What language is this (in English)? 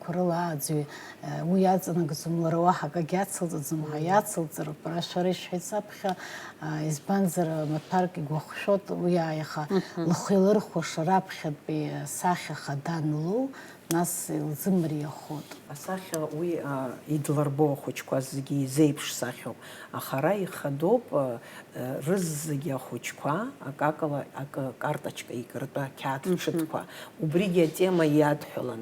Abkhazian